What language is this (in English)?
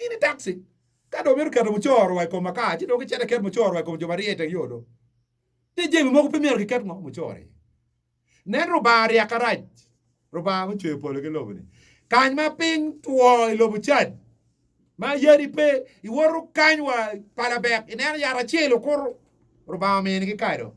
Acoli